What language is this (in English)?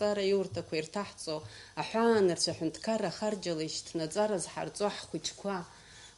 Abkhazian